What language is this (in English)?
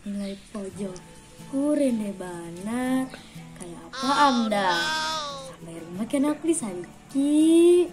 Banjar